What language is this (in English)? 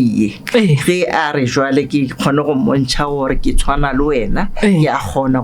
Northern Sotho